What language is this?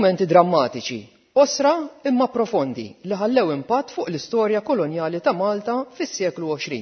Maltese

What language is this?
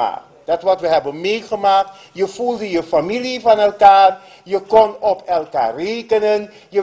Dutch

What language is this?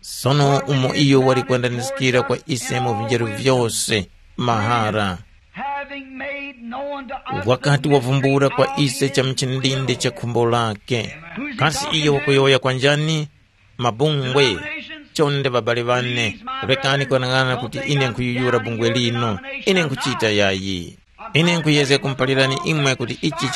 Tumbuka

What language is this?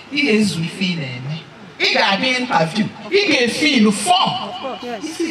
Igbo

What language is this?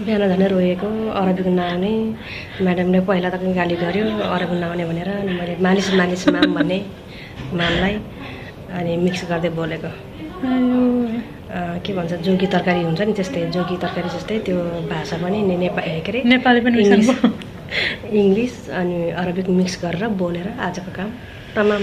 Nepali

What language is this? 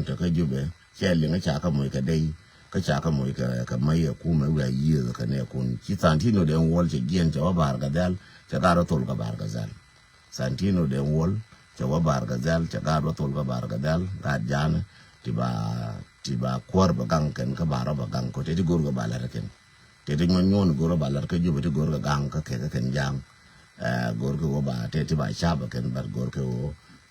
Nuer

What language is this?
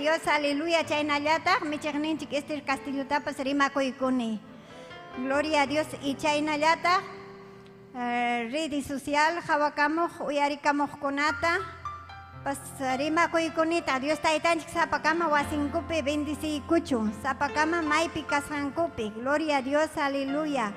Ayacucho Quechua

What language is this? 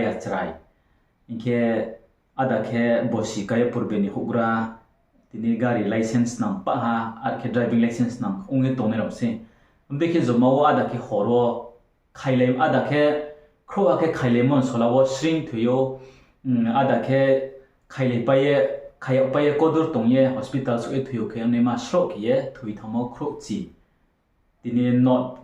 Riang (India)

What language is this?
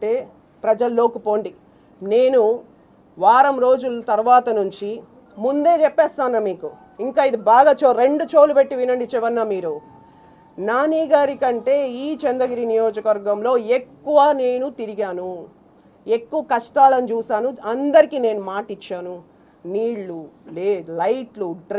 Telugu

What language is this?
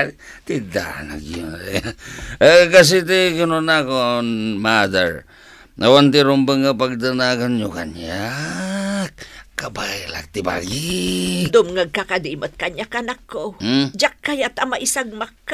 Iloko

